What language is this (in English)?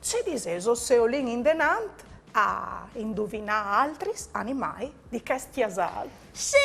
Friulian